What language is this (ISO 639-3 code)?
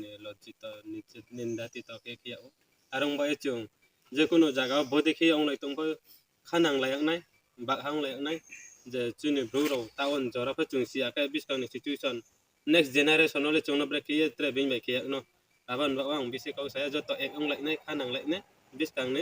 ria